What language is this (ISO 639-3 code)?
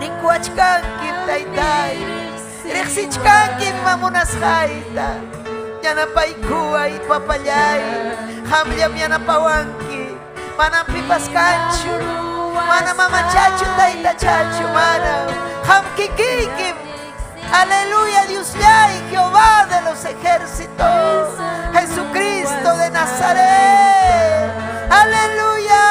quy